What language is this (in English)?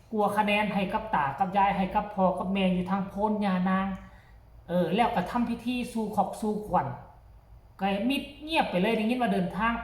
Northeastern Thai